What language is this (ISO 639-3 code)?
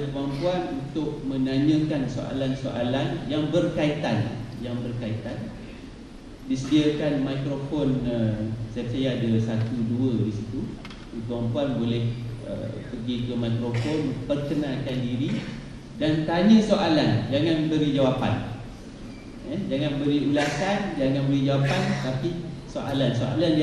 msa